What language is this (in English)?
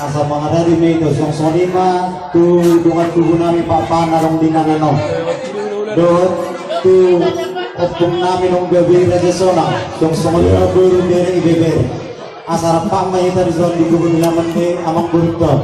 Batak Toba